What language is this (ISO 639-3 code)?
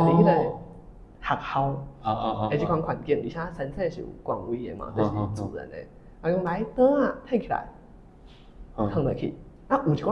nan